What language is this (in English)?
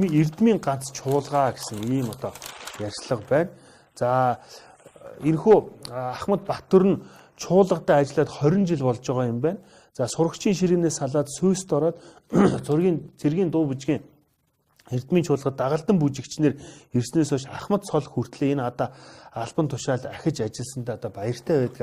Mongolian